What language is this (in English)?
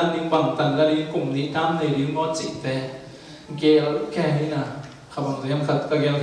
Tedim Chin